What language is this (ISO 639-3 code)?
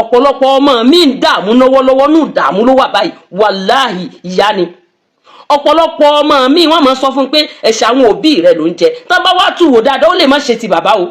yor